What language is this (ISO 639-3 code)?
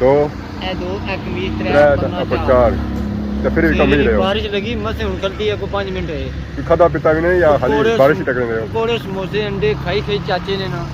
phr